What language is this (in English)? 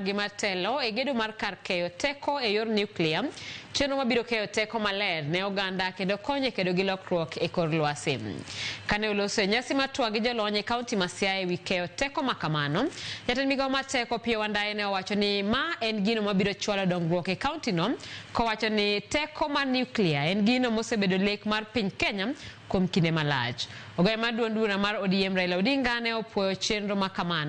Luo (Kenya and Tanzania)